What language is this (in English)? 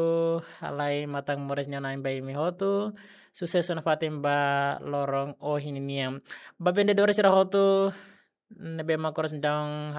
Tetum